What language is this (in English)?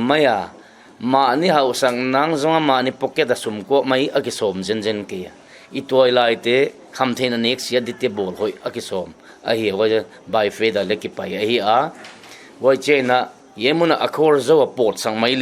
Paite Chin